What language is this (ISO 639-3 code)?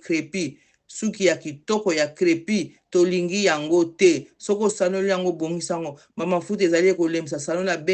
lin